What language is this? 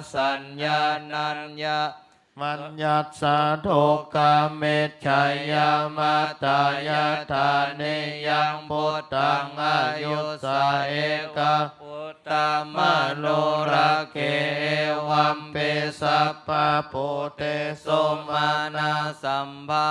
Pali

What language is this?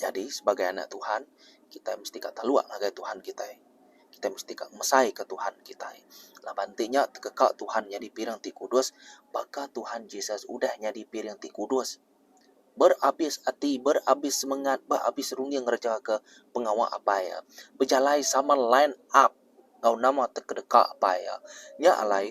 Iban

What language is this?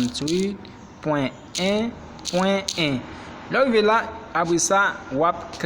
Haitian Creole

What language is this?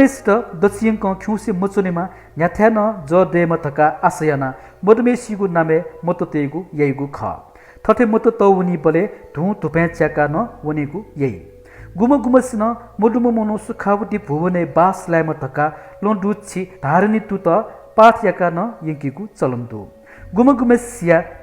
Newari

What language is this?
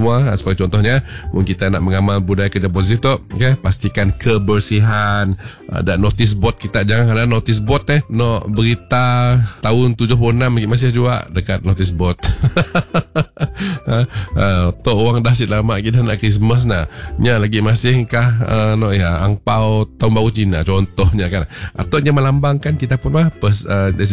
Malay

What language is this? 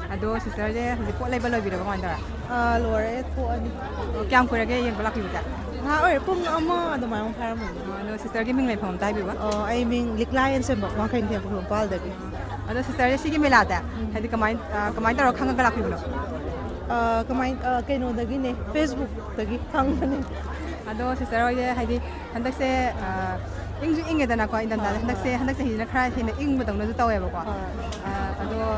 Manipuri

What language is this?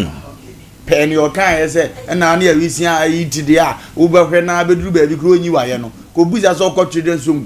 Akan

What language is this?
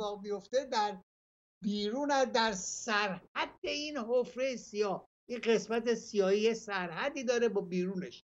Persian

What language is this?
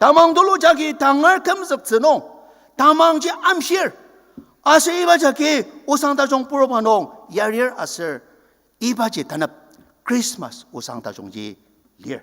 Ao Naga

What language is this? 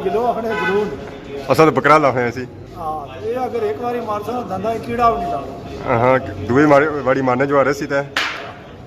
Pahari-Potwari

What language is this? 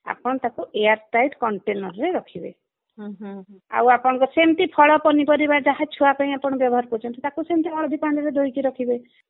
Odia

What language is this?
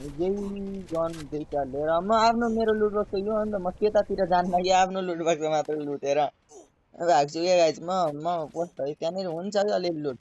Nepali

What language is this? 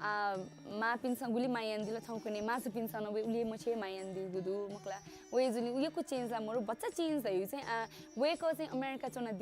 Newari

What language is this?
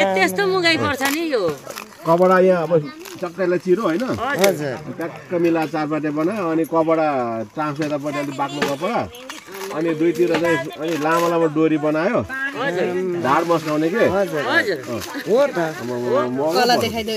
Nepali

